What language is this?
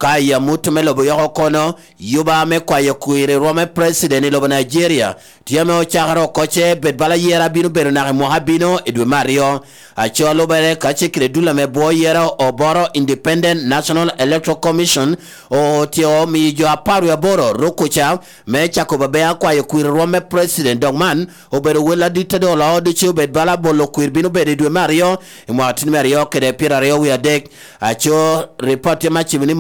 Lango (Uganda)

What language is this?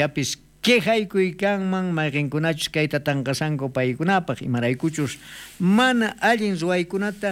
South Bolivian Quechua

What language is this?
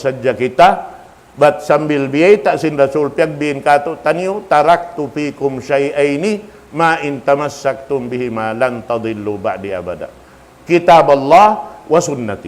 Tausug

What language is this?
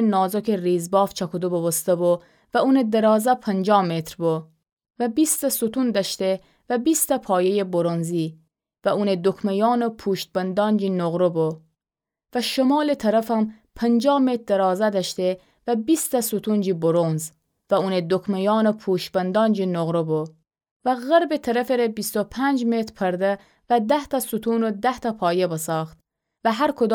Gilaki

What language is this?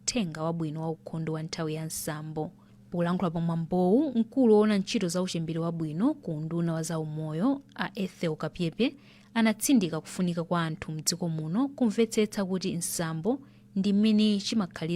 Nyanja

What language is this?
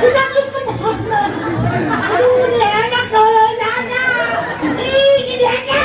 Betawi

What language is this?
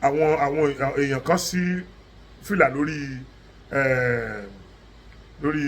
Yoruba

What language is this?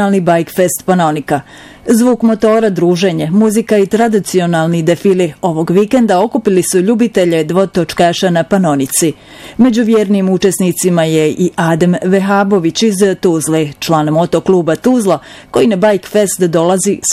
Bosnian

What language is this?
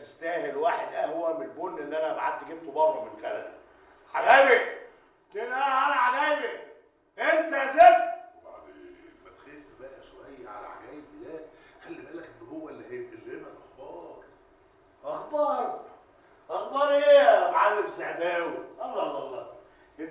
Egyptian Arabic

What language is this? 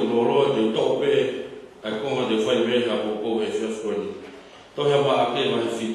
Tongan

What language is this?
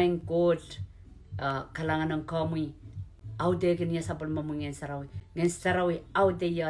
Pohnpeian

